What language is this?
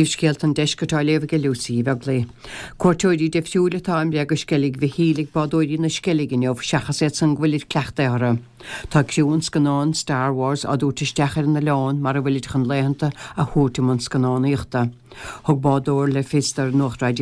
Irish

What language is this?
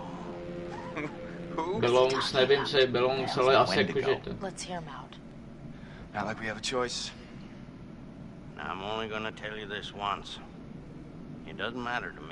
Czech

